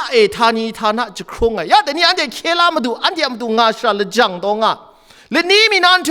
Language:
Kachin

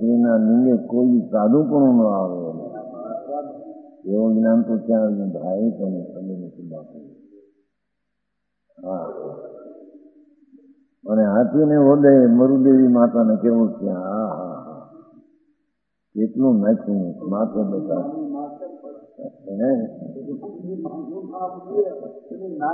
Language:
Gujarati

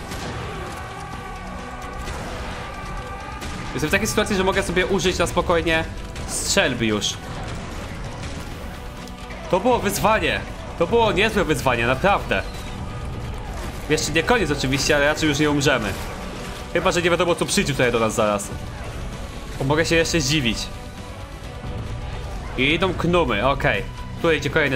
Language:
Polish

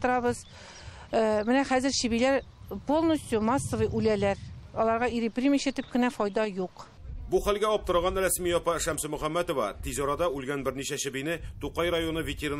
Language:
Tatar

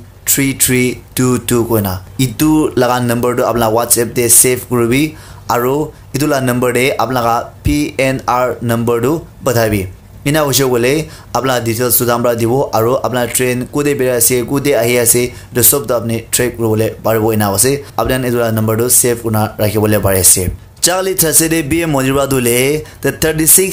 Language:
Naga Pidgin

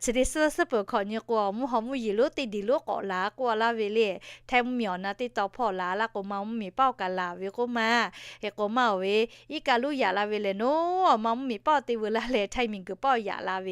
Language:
Lahu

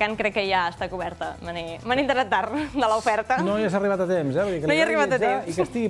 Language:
Catalan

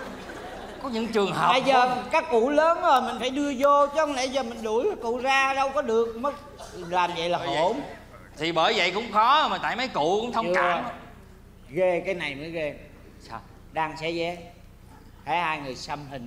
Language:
Vietnamese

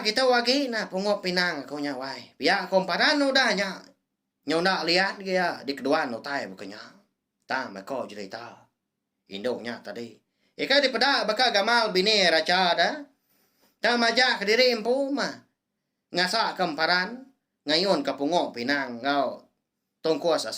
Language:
Iban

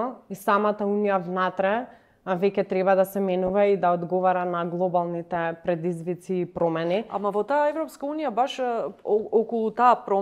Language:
Macedonian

